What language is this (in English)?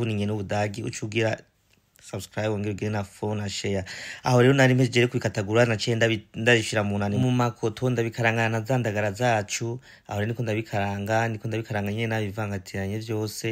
Rundi